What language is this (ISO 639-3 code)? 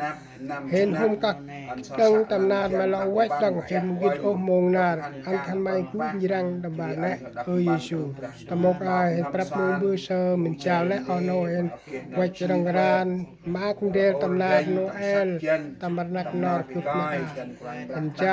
cmo